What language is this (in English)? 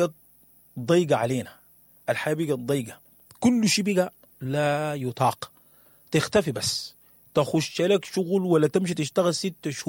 Sudanese Arabic